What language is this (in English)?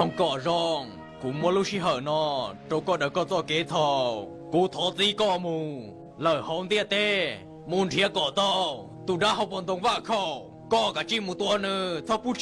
Hmong